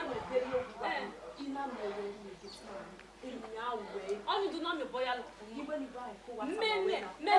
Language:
Bini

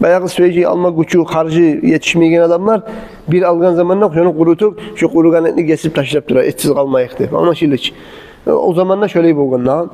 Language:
Kumyk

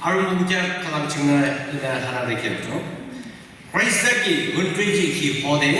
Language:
Yimchungru Naga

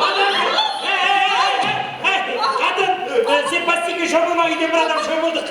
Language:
Kara-Kalpak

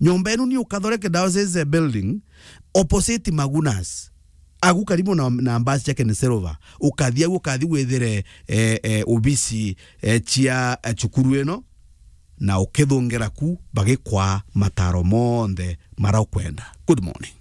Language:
Meru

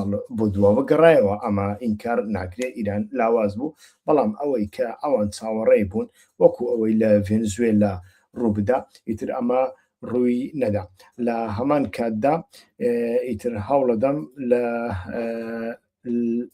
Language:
Central Kurdish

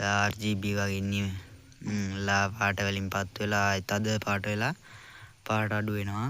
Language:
Sinhala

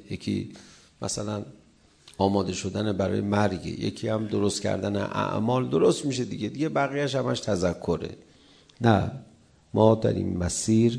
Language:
Persian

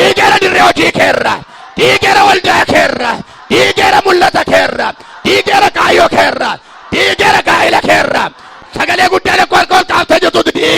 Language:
Oromo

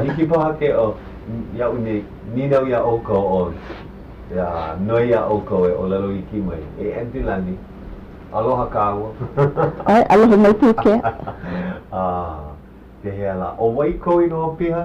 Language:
Hawaiian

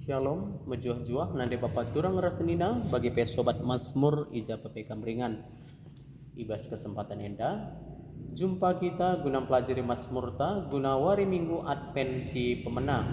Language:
Batak Karo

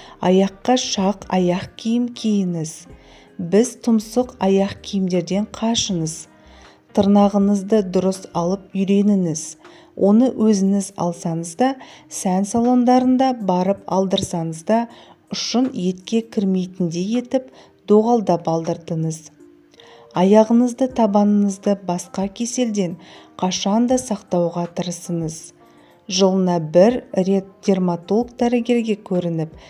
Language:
Kazakh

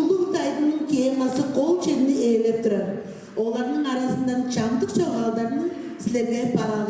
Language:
Tuvinian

